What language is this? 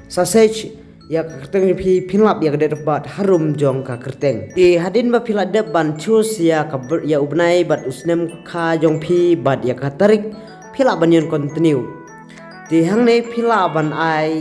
Khasi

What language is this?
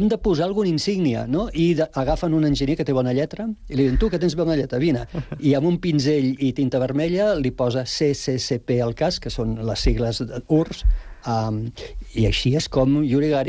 Catalan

